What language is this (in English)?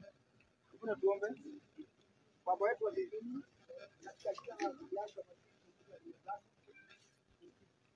Swahili